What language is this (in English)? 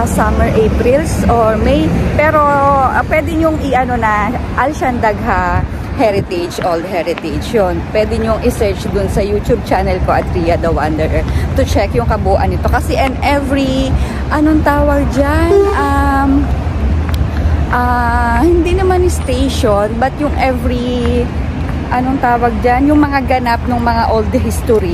Filipino